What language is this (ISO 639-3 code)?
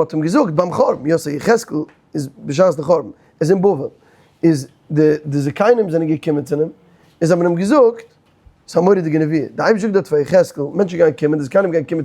yid